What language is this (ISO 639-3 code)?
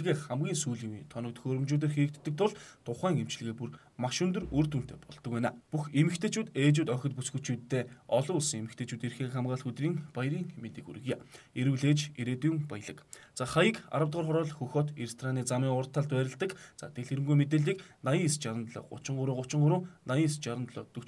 mon